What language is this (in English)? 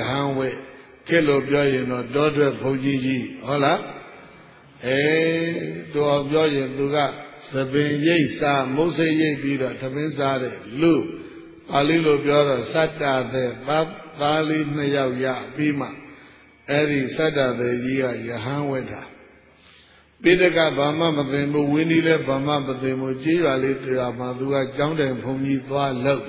Burmese